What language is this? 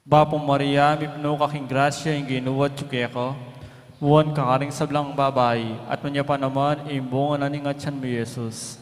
Pampanga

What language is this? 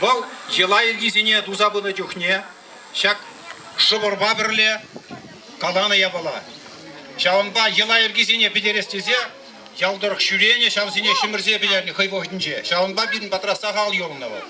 Chuvash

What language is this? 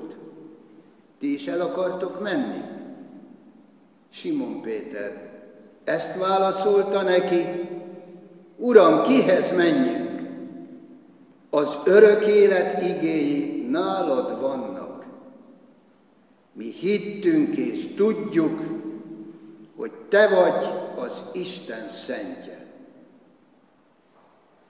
Hungarian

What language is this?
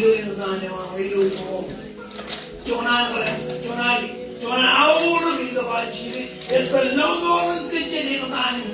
Marshallese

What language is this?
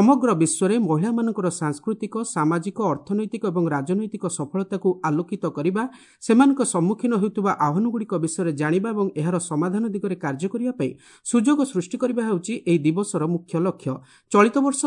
Odia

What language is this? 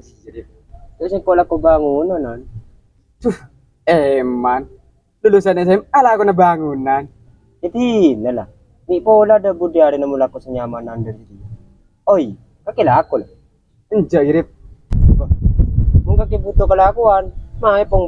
Madurese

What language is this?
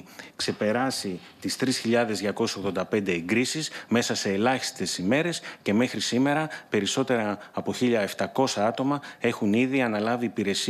Greek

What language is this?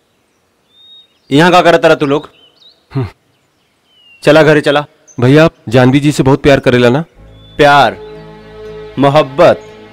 Bhojpuri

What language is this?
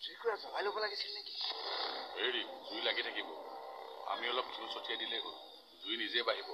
Assamese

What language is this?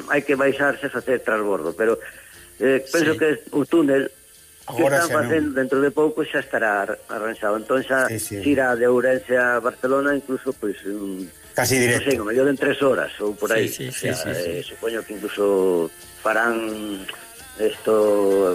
Galician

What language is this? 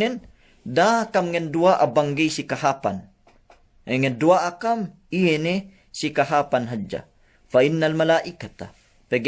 Yakan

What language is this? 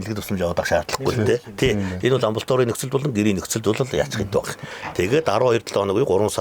Mongolian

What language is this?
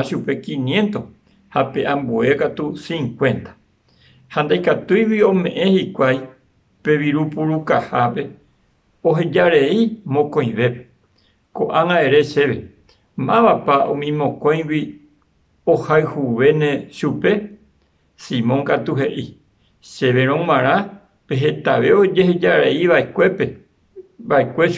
Guarani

